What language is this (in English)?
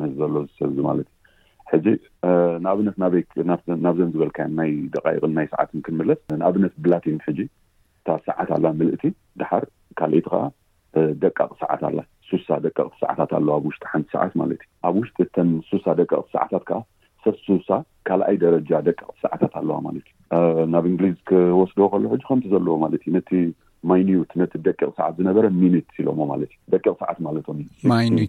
Tigrinya